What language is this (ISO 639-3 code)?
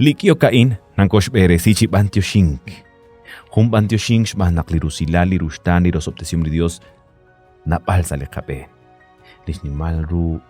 kek